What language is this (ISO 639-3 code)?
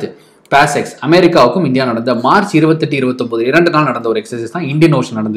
tam